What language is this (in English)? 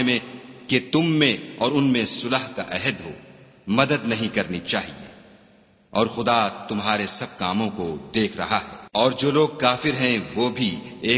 Urdu